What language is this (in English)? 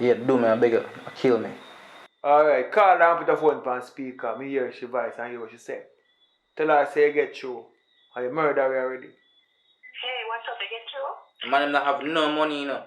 Jamaican Creole English